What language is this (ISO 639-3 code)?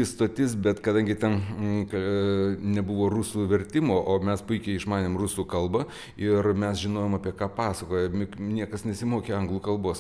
lit